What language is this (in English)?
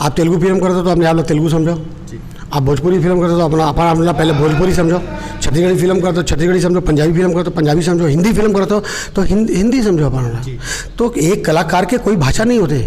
Chhattisgarhi